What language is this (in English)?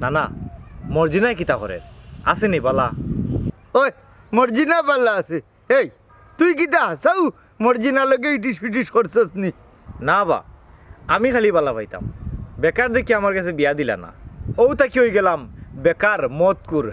Sylheti